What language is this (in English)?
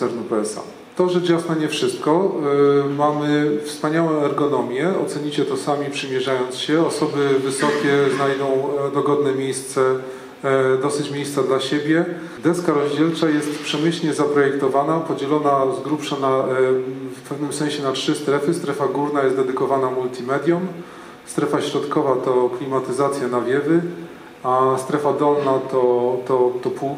Polish